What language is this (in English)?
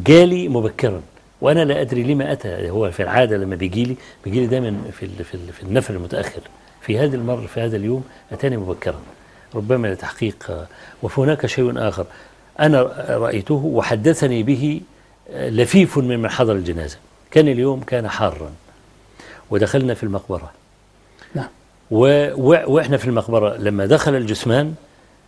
Arabic